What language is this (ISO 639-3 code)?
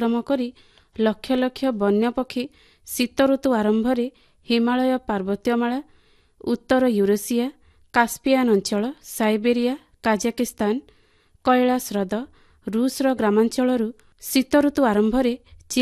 ori